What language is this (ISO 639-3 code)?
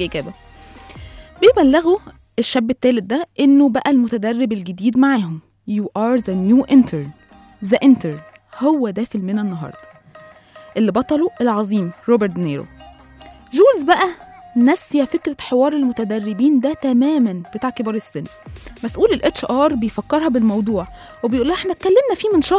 arz